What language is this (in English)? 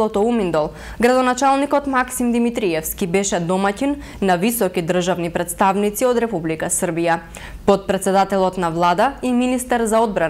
Macedonian